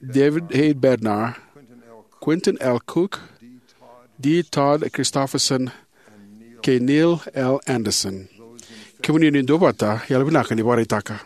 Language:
Fijian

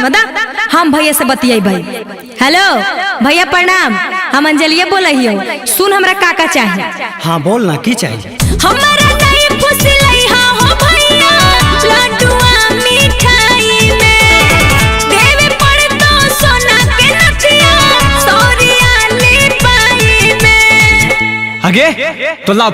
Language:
Magahi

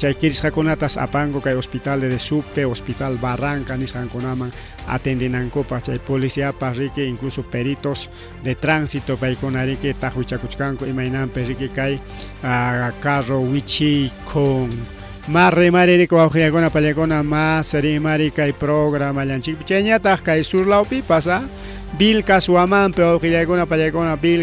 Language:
Ayacucho Quechua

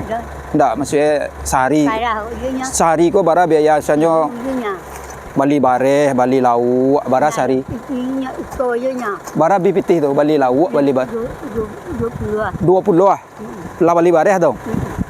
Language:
Minangkabau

